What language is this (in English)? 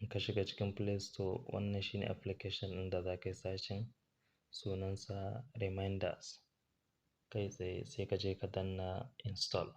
Hausa